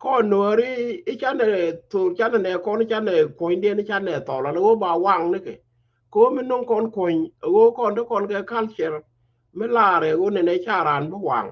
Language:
Nuer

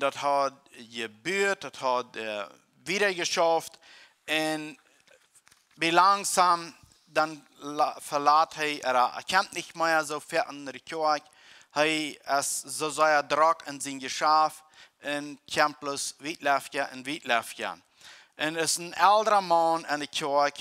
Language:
Plautdietsch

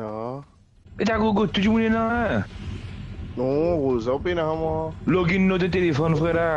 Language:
Morisyen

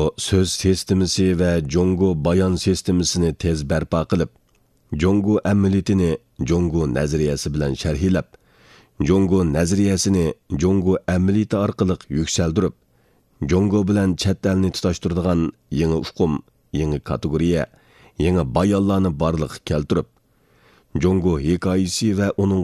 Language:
Uyghur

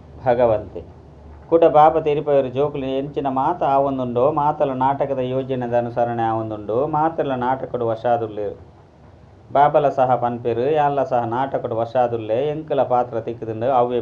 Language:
Tulu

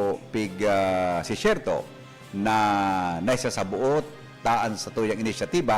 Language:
Bikol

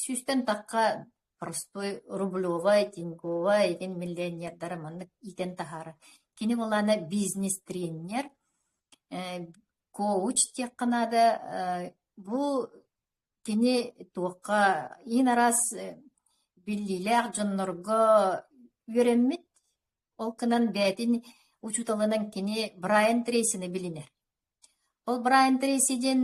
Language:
Yakut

